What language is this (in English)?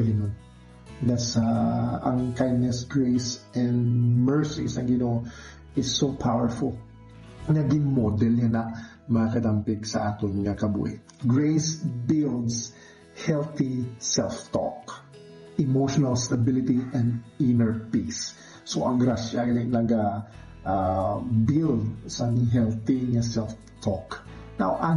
Hiligaynon